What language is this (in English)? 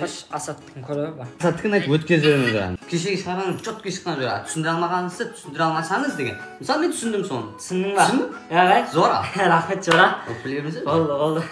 Kara-Kalpak